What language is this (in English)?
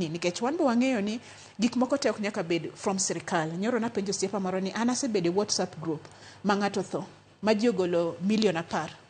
Luo (Kenya and Tanzania)